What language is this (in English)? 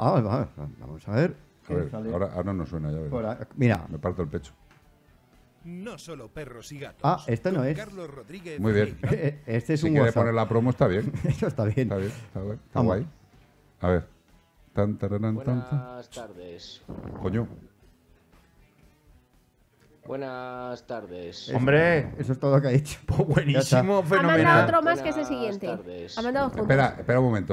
Spanish